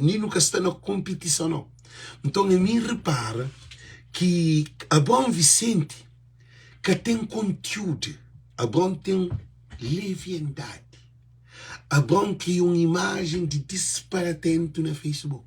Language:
Kabuverdianu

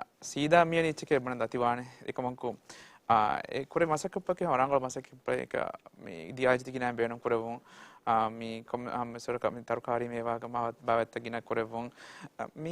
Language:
Divehi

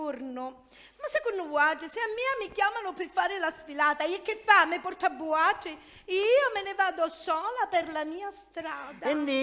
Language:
Sicilian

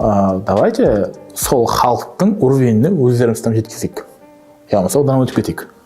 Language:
Kara-Kalpak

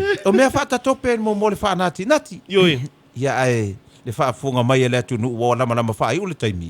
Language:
Samoan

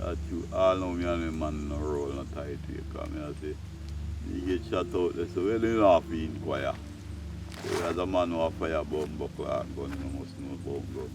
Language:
Jamaican Creole English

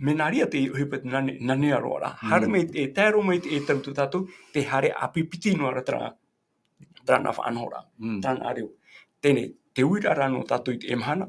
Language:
Tahitian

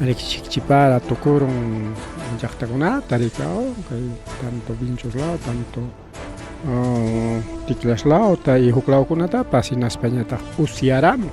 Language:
Ayacucho Quechua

